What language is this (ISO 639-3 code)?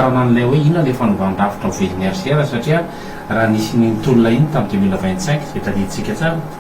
mlg